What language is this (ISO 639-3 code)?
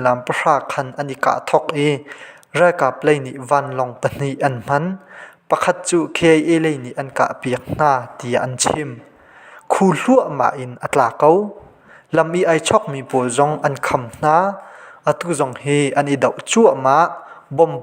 cnh